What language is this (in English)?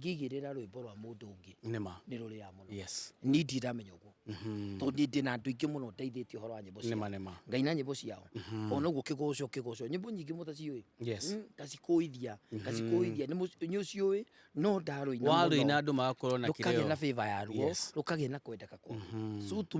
Kikuyu